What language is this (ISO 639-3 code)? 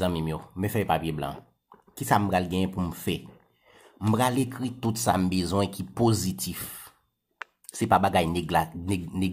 hat